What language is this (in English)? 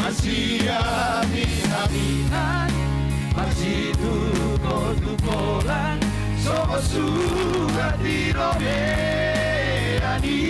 Batak Toba